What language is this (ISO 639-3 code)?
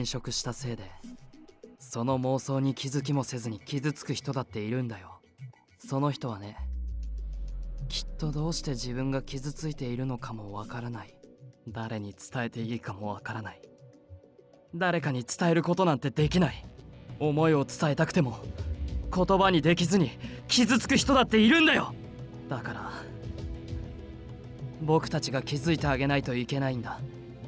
jpn